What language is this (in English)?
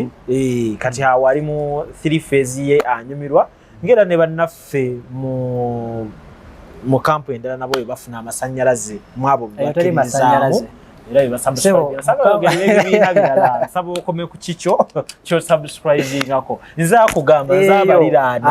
Ganda